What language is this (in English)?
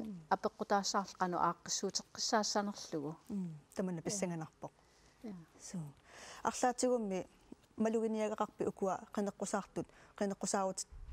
Kalaallisut